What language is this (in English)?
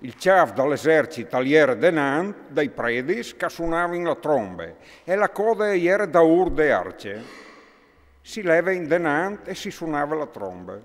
Friulian